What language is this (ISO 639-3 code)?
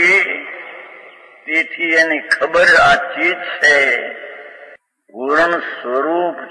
guj